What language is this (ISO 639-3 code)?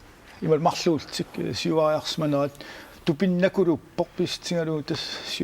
kal